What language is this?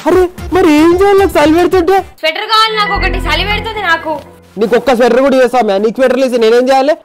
Telugu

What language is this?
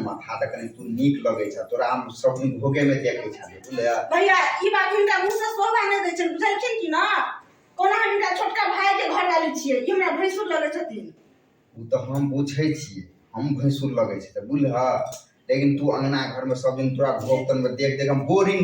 Maithili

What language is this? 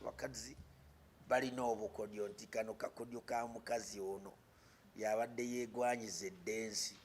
Ganda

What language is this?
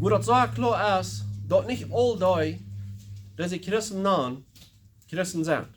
Plautdietsch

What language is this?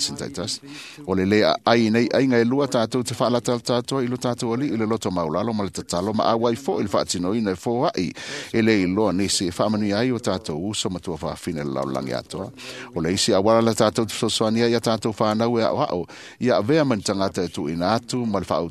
Samoan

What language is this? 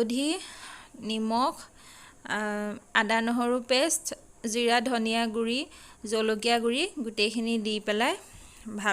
Assamese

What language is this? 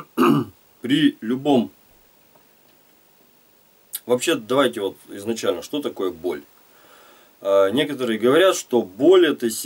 Russian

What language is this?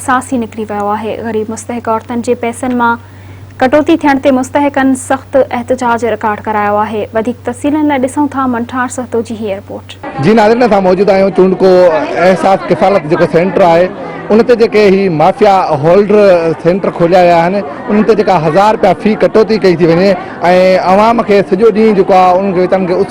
Sindhi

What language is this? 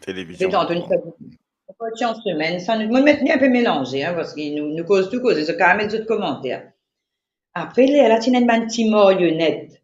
Morisyen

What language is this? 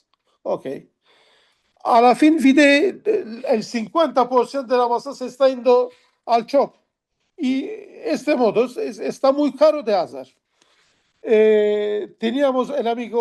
Ladino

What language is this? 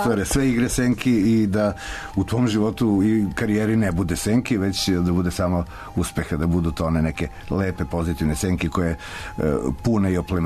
Serbian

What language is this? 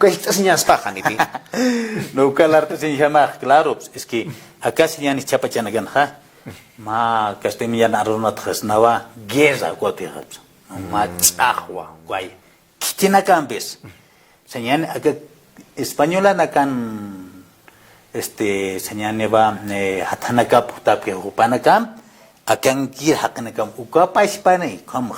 Aymara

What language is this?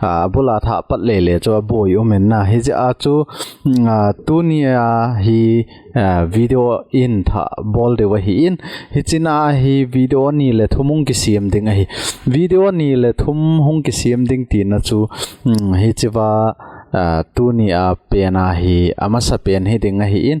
Thado Chin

